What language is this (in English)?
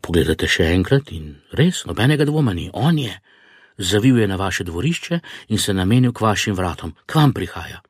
Slovenian